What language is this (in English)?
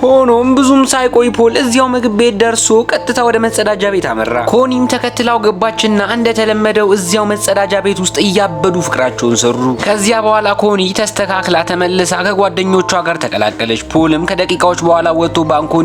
Amharic